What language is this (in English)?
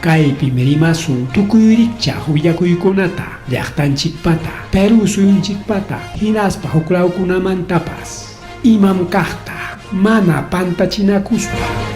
Ayacucho Quechua